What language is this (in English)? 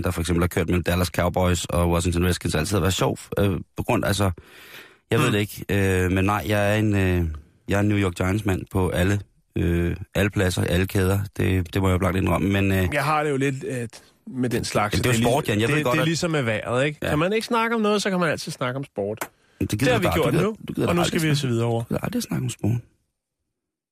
Danish